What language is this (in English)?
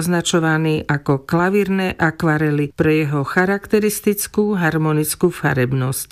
Slovak